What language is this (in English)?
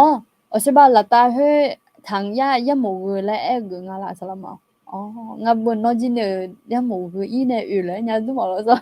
Akha